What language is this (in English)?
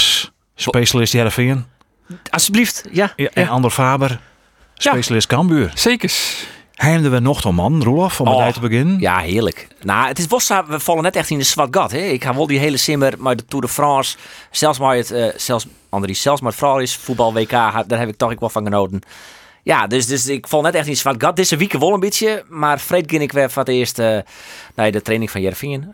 Western Frisian